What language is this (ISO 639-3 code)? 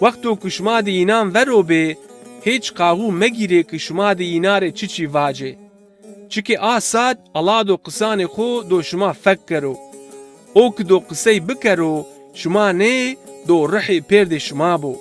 zza